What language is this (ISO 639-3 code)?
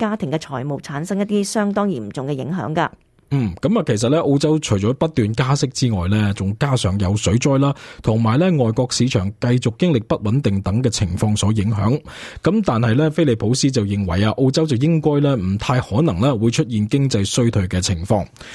yue